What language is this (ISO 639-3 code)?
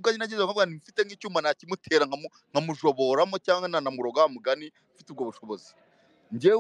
kin